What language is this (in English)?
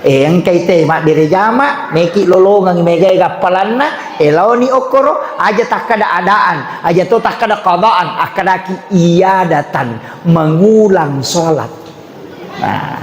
Buginese